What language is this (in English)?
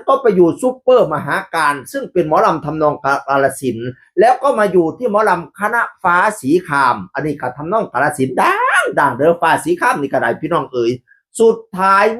Northeastern Thai